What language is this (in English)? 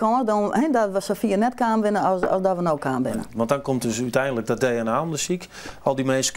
Western Frisian